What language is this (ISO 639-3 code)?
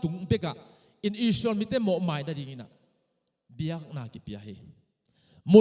ctd